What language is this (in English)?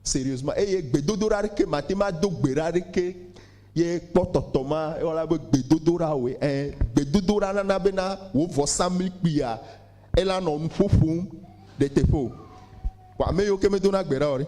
Ewe